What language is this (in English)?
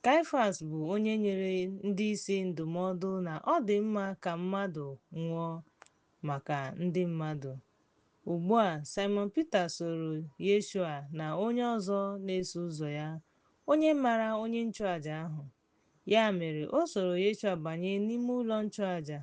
Igbo